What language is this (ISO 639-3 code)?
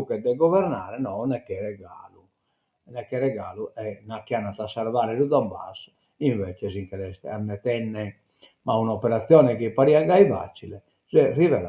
srd